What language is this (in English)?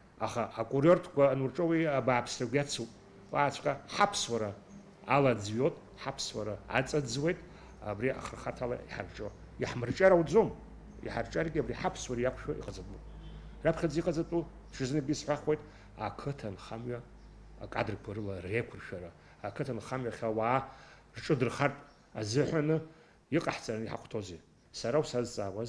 Abkhazian